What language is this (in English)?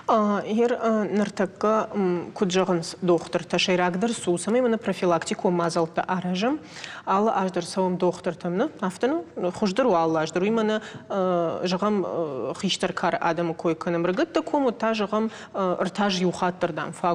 Ossetic